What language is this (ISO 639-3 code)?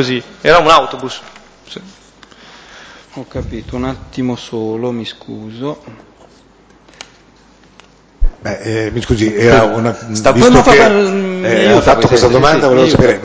ita